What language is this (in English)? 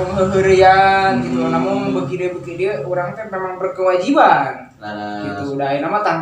Sundanese